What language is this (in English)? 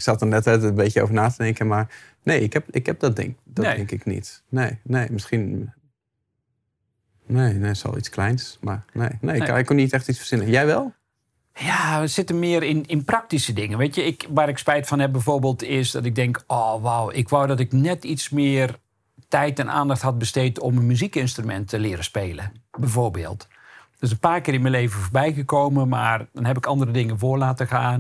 Dutch